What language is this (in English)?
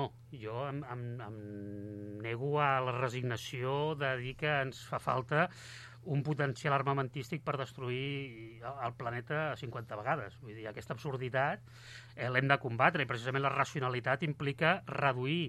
Catalan